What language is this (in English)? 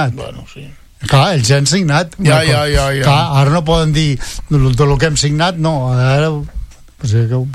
Catalan